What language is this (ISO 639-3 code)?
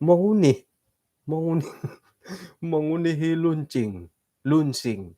dtp